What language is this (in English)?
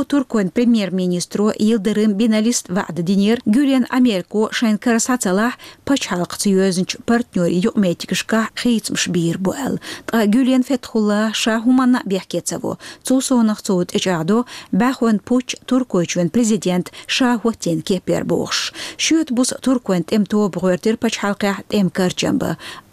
Chechen